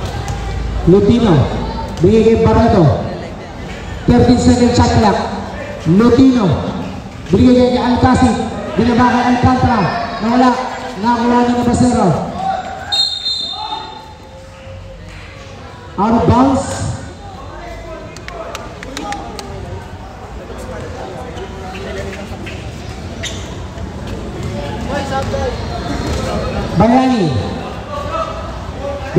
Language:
Filipino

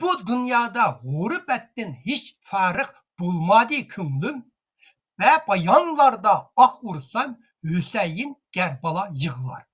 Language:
Uyghur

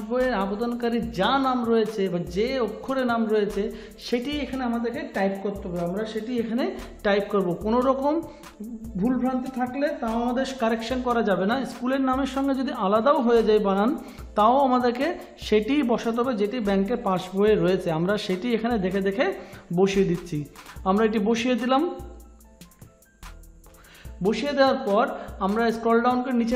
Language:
Bangla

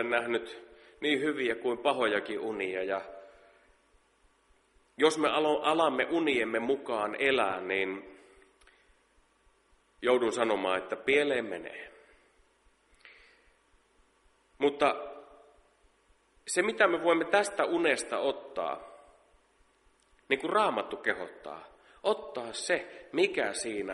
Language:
Finnish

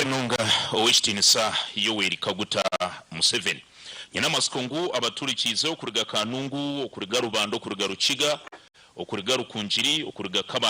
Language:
Nyankole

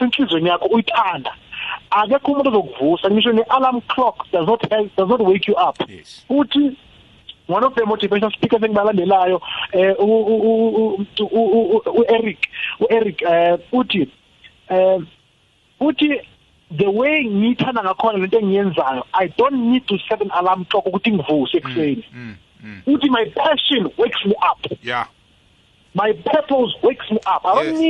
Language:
South Ndebele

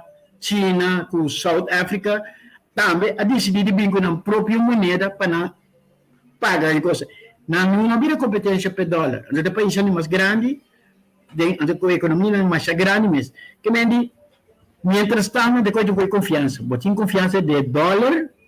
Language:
Papiamento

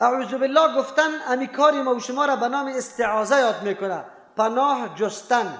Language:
Persian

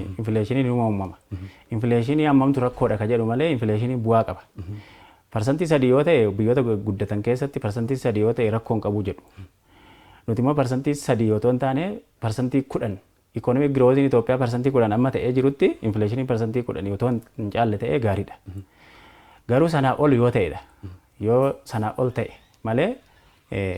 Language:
Oromo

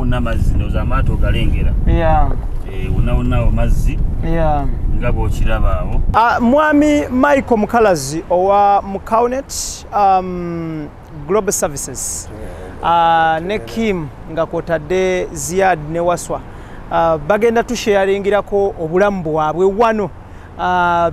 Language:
Ganda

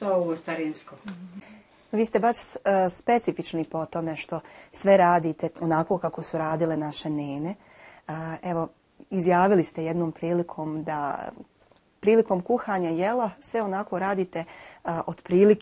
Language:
Bosnian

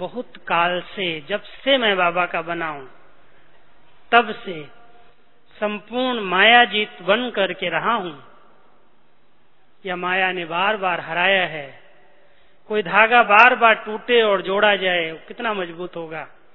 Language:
Hindi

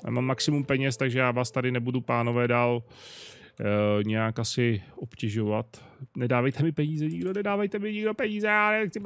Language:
Czech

